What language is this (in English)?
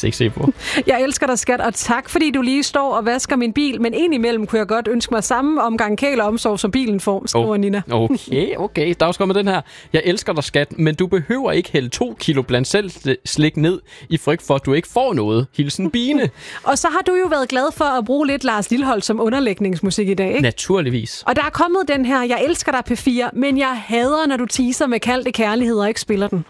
Danish